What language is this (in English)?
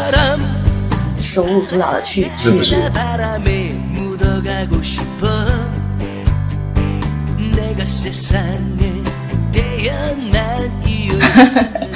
Chinese